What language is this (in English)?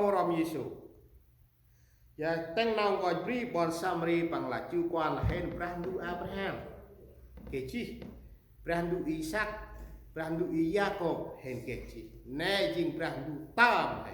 Central Mnong